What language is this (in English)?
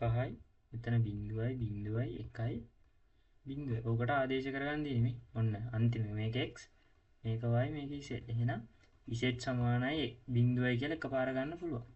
Sinhala